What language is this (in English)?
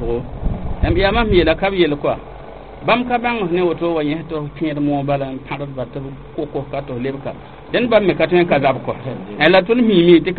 Mossi